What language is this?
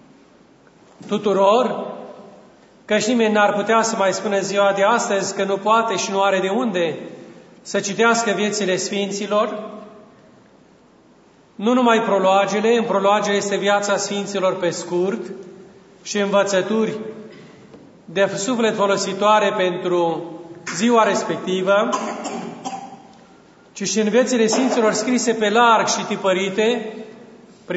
Romanian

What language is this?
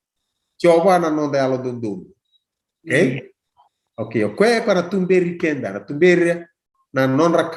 Fijian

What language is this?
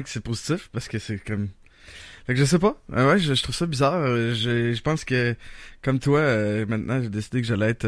French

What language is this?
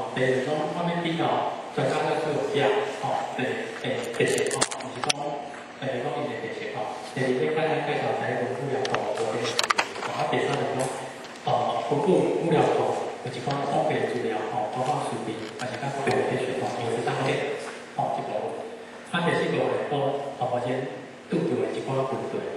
Min Nan Chinese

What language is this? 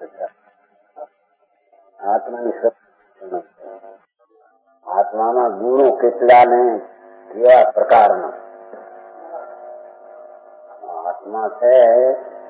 Gujarati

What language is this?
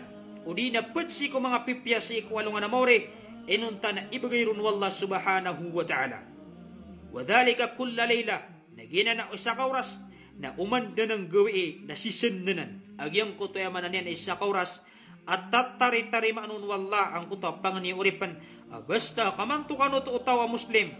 Maranao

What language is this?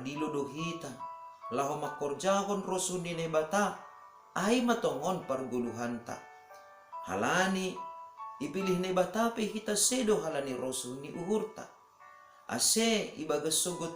Batak Simalungun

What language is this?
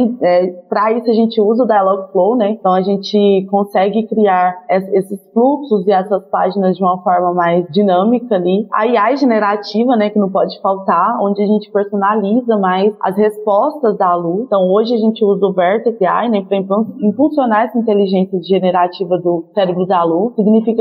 Portuguese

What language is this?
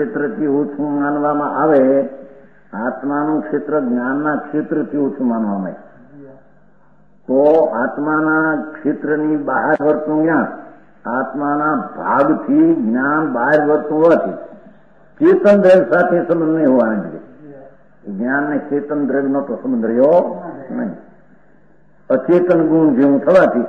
Gujarati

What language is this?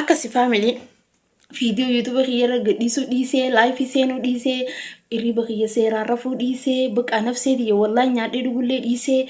Oromo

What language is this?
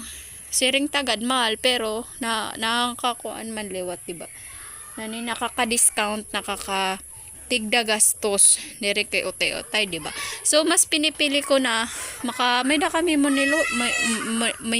Waray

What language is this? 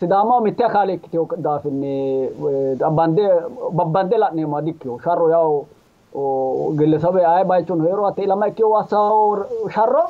Sidamo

